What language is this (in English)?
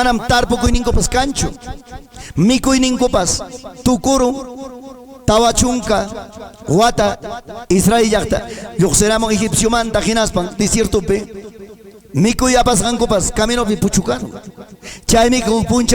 Ayacucho Quechua